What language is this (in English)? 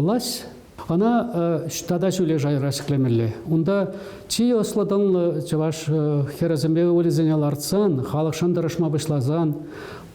Chuvash